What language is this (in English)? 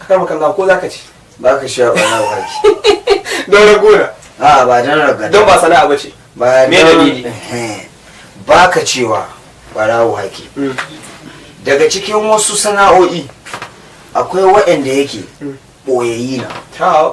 Hausa